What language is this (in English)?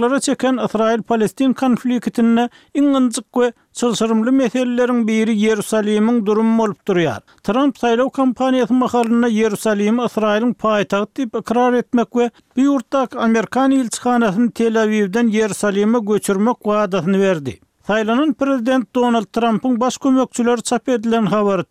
Turkmen